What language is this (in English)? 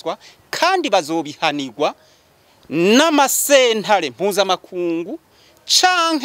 Rundi